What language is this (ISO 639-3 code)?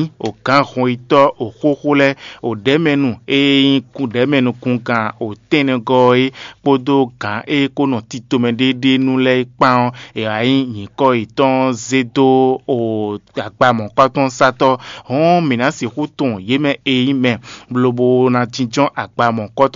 fon